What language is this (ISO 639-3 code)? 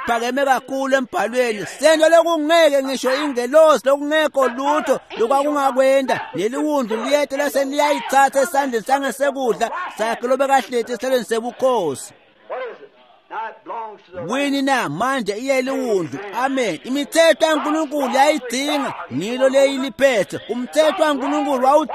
ssw